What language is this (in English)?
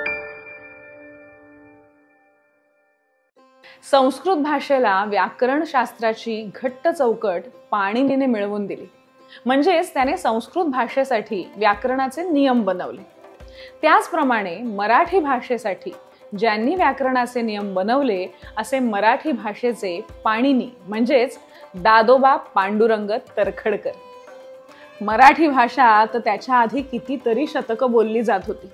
Marathi